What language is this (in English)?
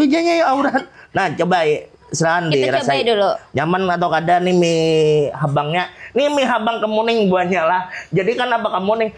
Banjar